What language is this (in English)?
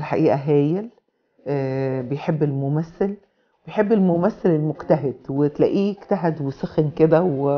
Egyptian Arabic